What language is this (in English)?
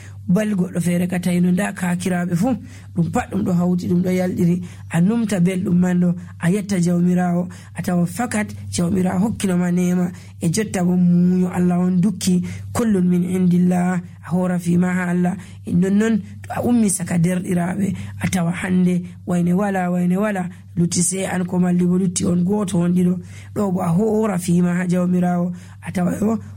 Nigerian Fulfulde